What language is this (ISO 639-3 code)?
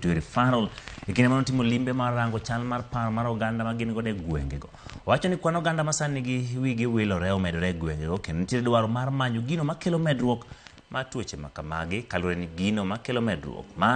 luo